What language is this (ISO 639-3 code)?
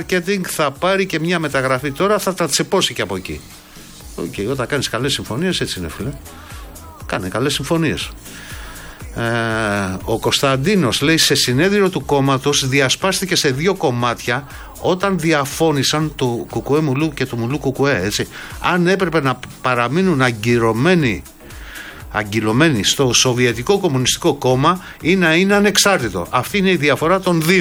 ell